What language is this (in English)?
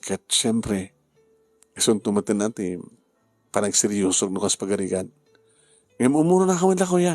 Iloko